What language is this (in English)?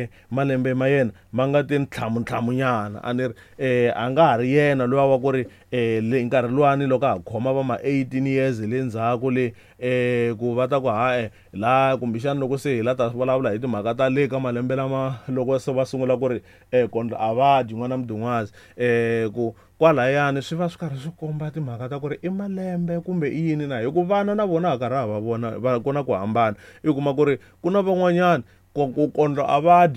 Tsonga